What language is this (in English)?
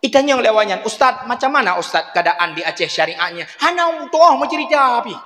Achinese